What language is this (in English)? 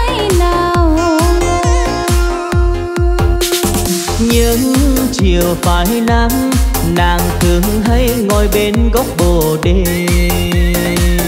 Vietnamese